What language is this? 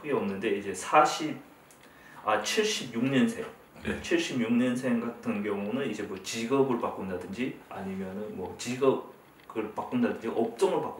Korean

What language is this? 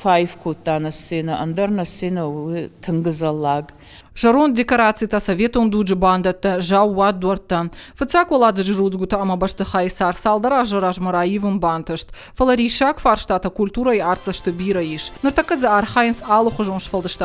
Ossetic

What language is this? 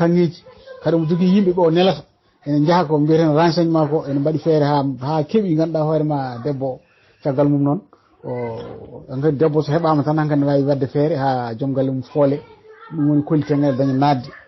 Fula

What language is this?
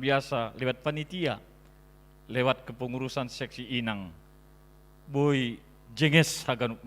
Batak Simalungun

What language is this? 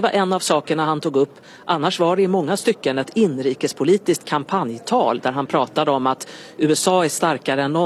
Swedish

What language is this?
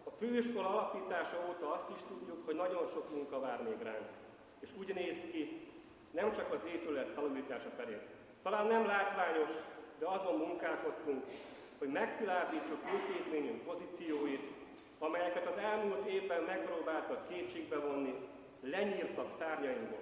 Hungarian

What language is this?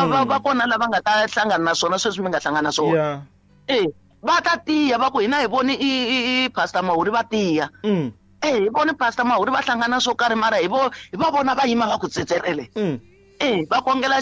Tsonga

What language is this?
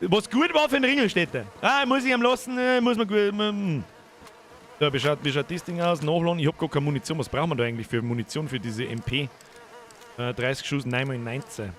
Bavarian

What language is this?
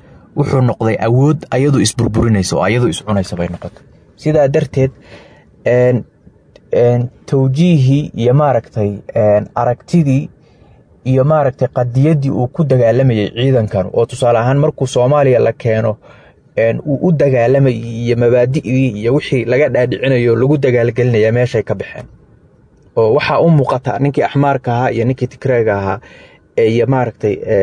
Somali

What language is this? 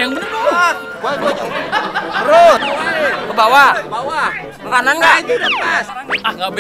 Betawi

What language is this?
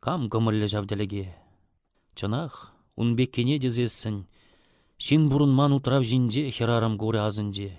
Chuvash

